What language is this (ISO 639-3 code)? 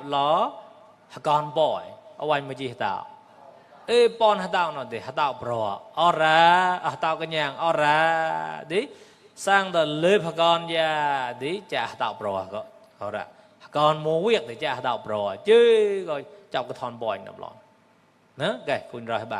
mnw